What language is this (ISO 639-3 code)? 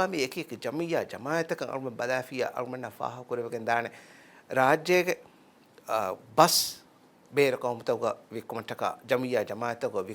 div